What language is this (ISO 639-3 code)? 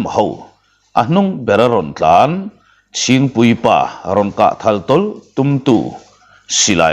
lus